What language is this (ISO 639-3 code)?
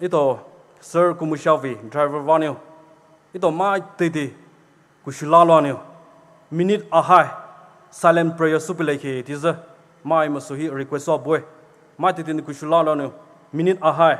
pmx